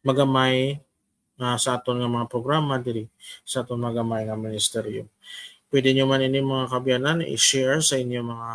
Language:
Hiligaynon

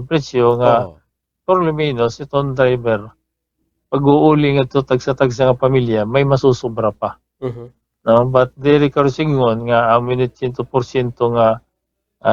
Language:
Waray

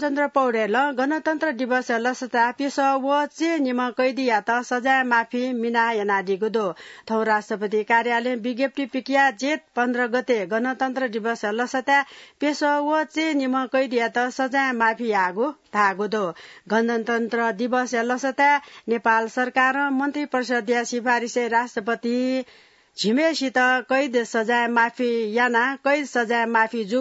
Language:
Newari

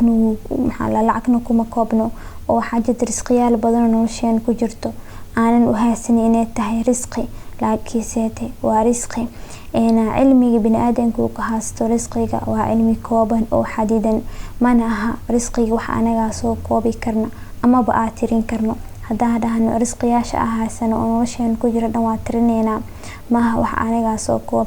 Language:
Somali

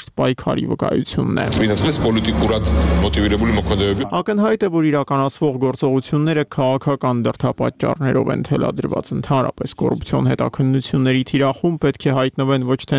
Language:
Armenian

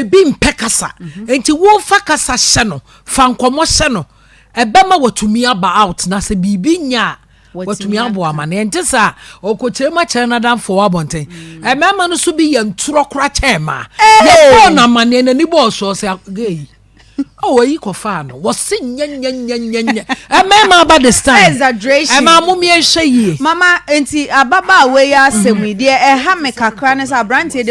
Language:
Akan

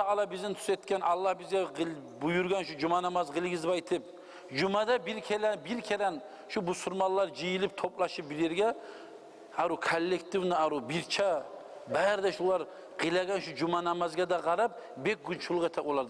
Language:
Kumyk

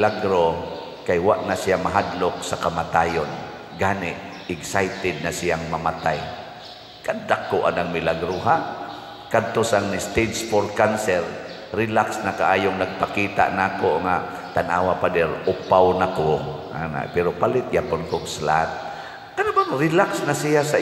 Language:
Cebuano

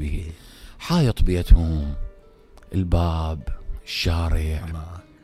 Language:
Mesopotamian Arabic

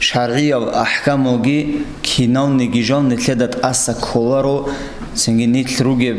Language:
Avaric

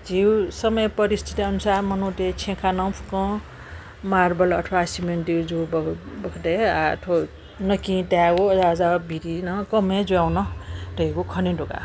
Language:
Newari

